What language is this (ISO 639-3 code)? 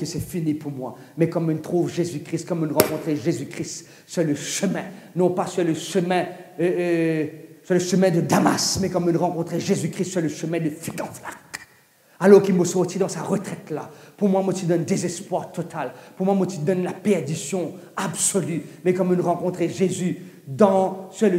mfe